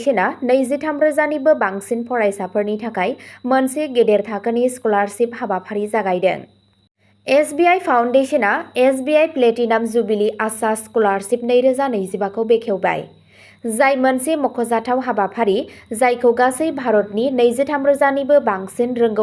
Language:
Bodo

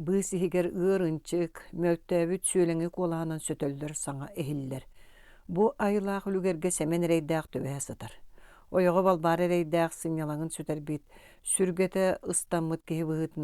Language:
Yakut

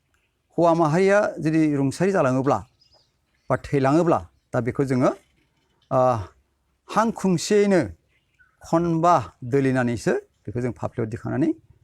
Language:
Bodo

